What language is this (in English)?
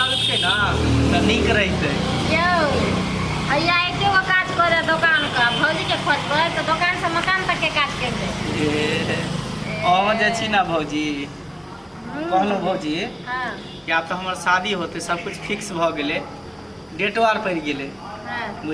Maithili